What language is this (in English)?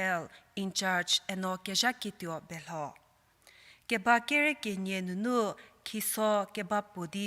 Angami Naga